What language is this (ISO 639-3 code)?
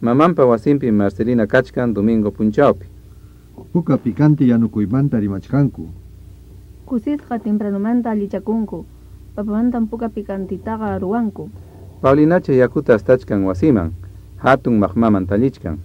quy